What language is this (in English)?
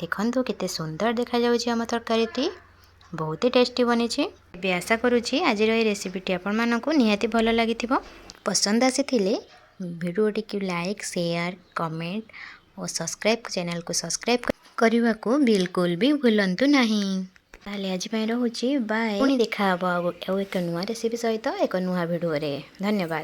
Odia